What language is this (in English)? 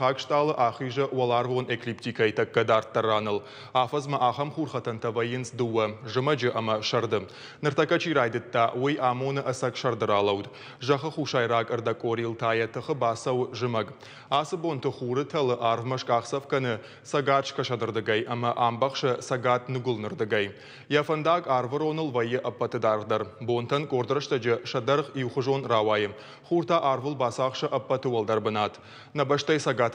Ossetic